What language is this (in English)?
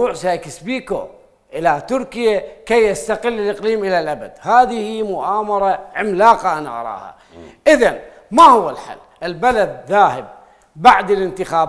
Mesopotamian Arabic